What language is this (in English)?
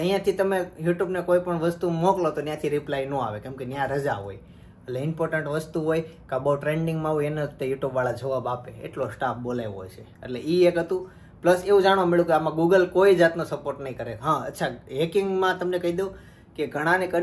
Gujarati